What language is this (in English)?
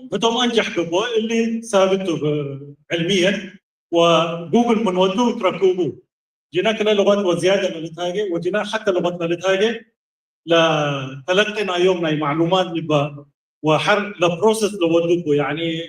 Tigre